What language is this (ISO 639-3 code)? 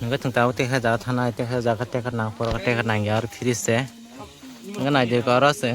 trp